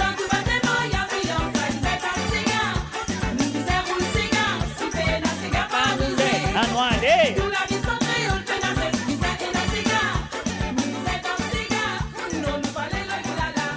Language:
Morisyen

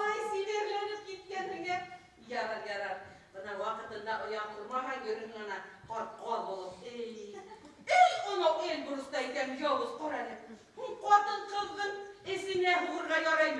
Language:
Bashkir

